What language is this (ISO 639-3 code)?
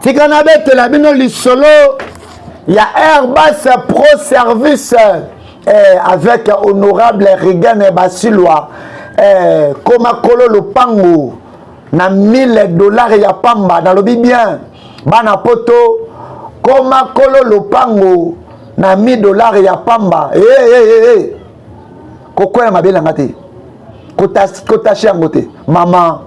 lin